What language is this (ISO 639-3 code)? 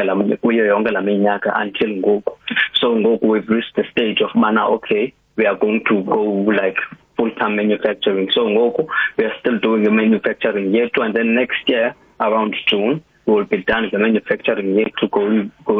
nbl